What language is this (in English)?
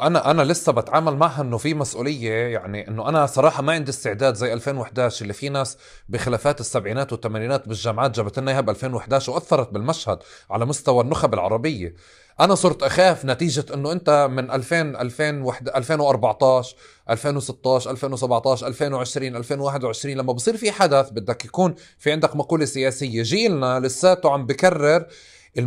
North Levantine Arabic